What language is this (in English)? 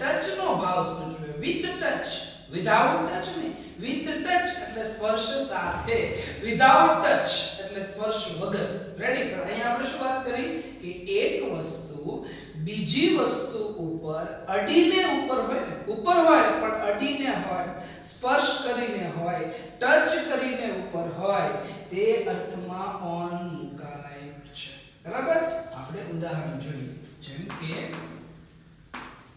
Gujarati